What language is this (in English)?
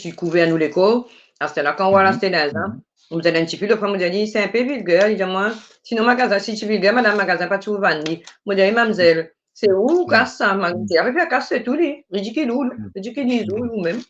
Morisyen